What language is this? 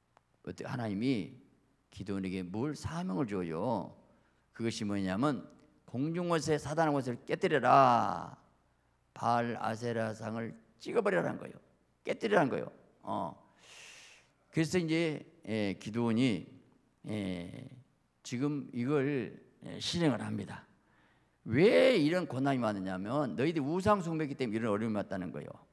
Korean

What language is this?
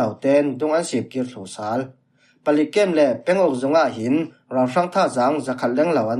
Falam Chin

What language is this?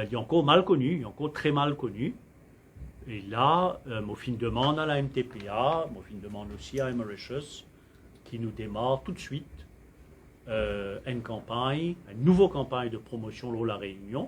Morisyen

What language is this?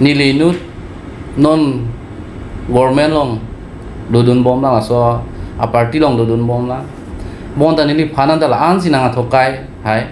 Karbi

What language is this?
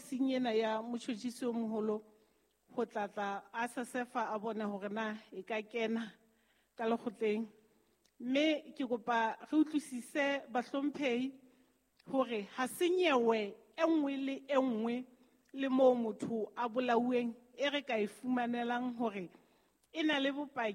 Southern Sotho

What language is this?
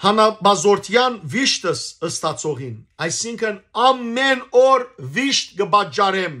Western Armenian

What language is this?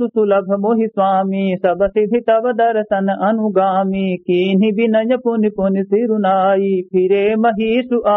Awadhi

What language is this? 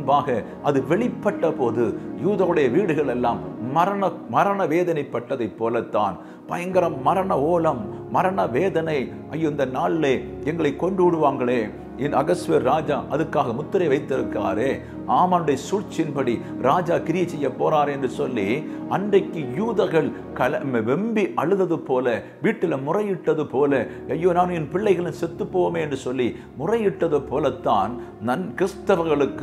Tamil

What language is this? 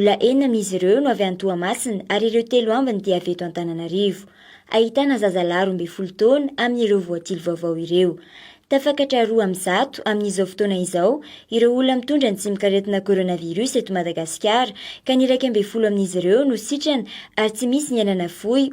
Malagasy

